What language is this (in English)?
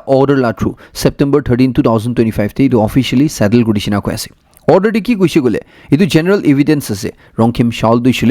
Naga Pidgin